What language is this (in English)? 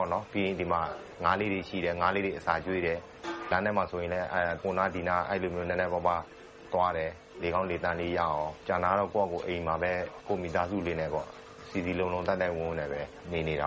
Burmese